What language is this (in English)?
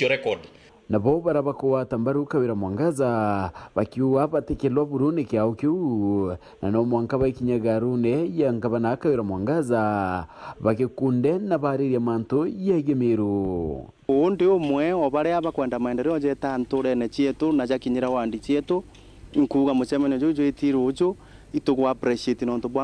Meru